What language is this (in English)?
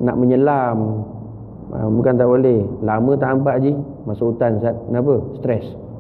Malay